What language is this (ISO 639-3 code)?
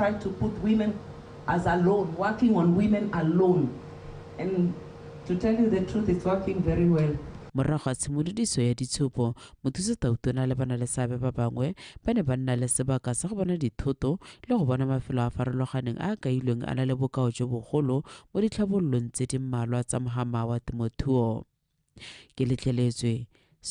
tsn